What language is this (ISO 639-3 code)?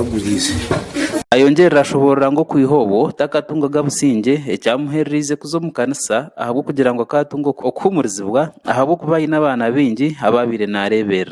nyn